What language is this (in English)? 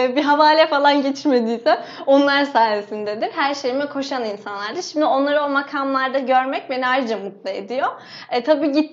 Turkish